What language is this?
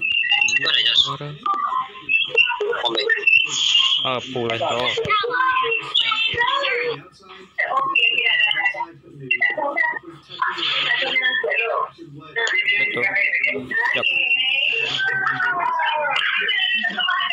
Malay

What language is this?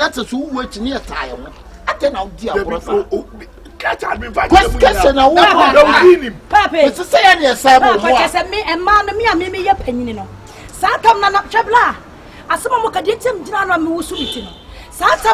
Akan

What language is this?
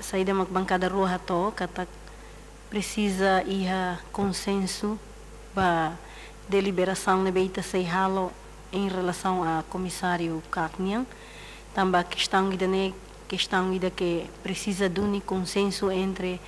Tetum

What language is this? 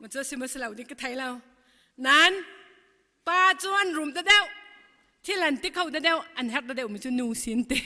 Hakha Chin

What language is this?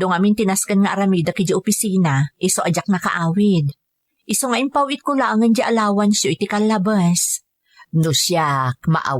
Iloko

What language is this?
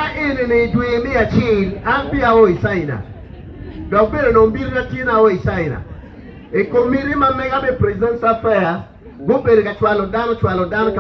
Acoli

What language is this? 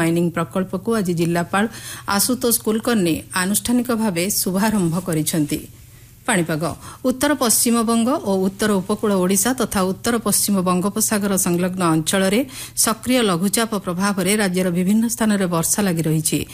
Odia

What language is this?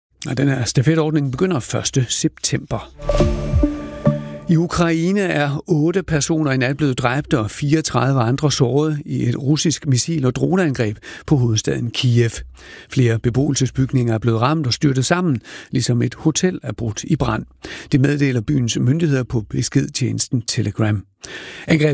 Danish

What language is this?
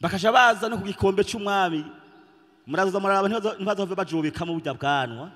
Rundi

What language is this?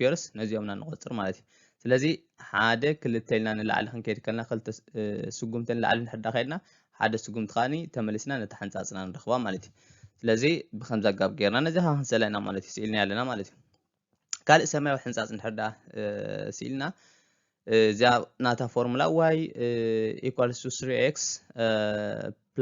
Tigrinya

